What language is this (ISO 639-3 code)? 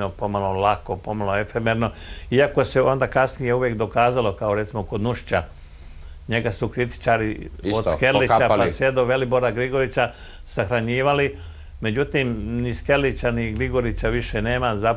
hrv